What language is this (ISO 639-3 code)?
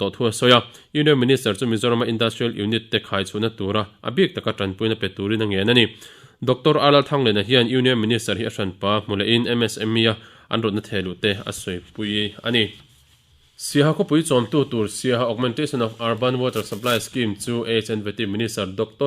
lus